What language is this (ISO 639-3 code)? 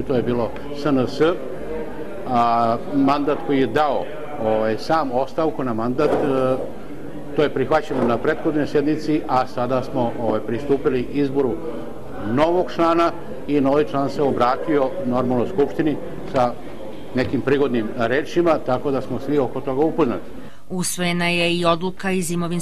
srp